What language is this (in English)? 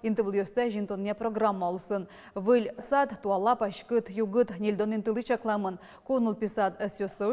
Udmurt